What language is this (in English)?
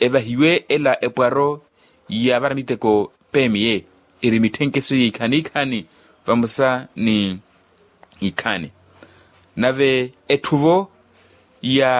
Makhuwa